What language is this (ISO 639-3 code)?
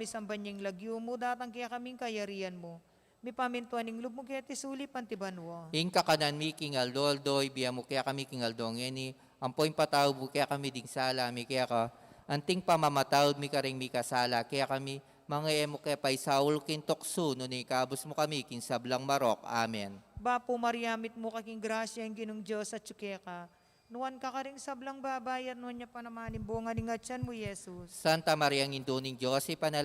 pam